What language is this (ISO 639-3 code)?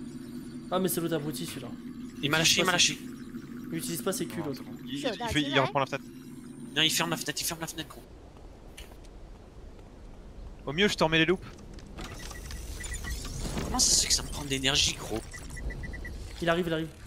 fra